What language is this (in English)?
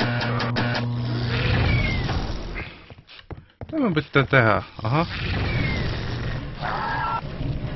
Finnish